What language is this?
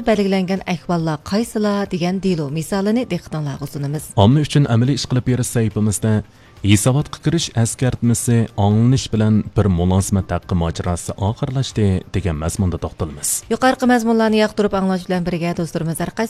Uyghur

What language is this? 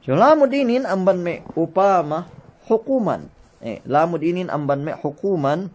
Yakan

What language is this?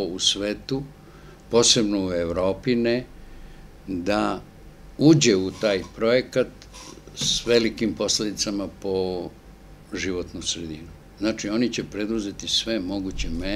Serbian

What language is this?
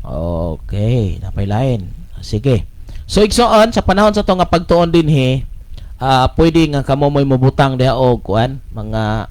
Cebuano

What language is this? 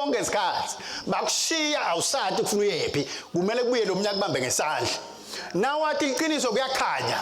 Swati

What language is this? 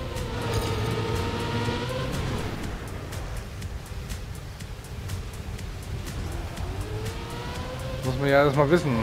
German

